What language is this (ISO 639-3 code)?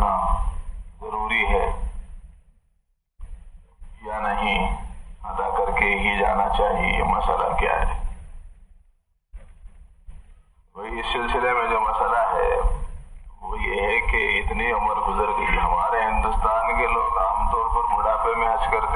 urd